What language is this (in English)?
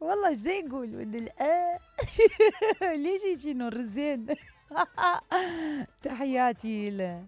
Mesopotamian Arabic